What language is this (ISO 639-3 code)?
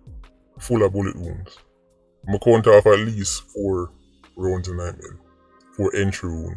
jam